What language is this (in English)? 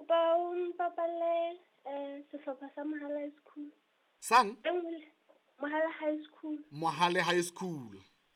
Southern Sotho